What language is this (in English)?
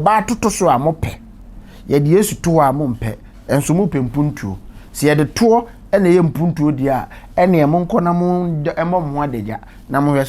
Akan